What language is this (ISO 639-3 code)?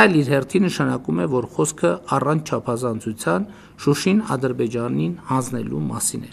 hye